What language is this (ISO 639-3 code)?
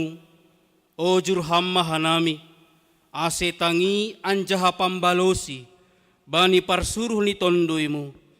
bts